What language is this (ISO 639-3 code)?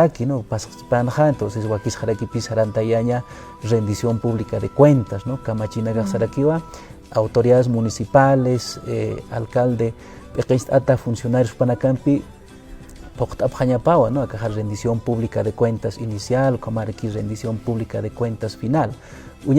aym